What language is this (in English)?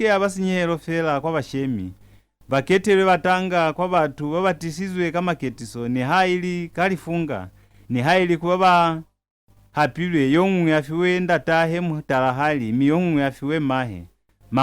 Lozi